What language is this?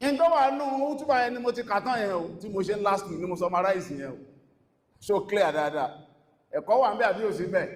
Yoruba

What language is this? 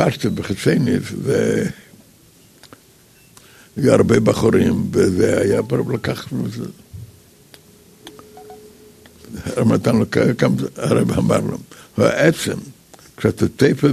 Hebrew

